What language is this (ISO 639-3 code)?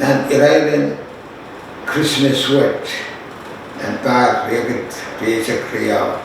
pon